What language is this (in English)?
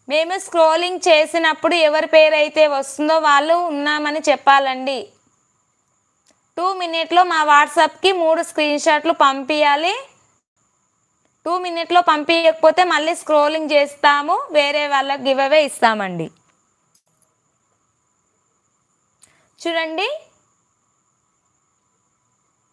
Telugu